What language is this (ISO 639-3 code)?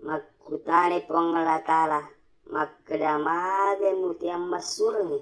bug